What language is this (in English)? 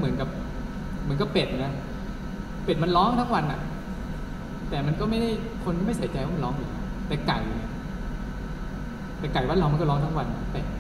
Thai